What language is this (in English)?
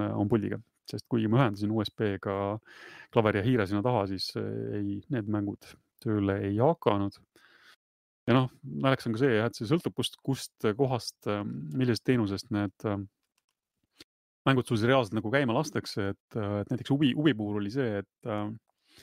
Estonian